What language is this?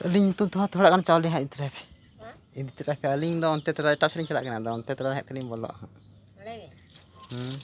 Santali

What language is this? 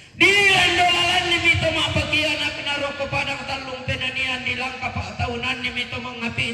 Toraja-Sa'dan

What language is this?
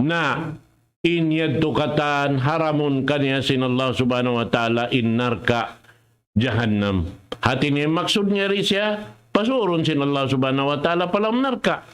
Tausug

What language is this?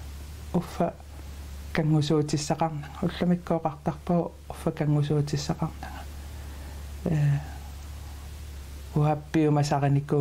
Kalaallisut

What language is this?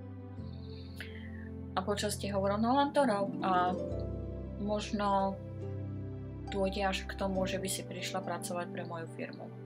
Slovak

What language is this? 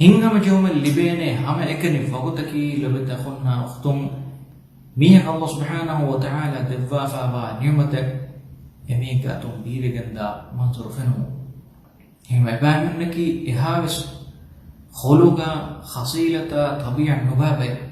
Divehi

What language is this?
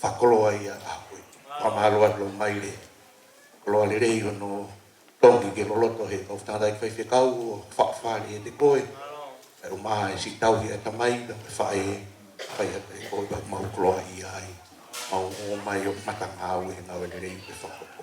Tongan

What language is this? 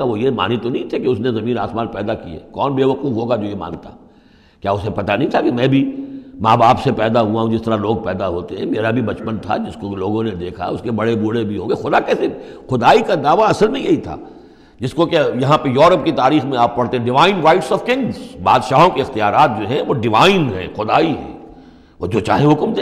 Urdu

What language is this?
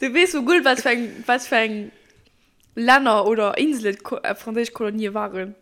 Luxembourgish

